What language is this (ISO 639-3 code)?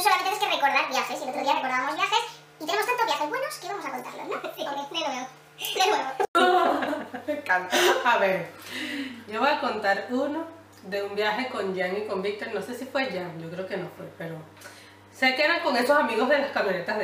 spa